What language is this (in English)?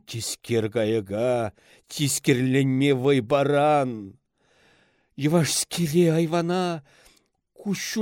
Chuvash